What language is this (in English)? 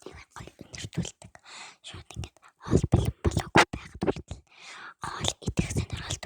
Mongolian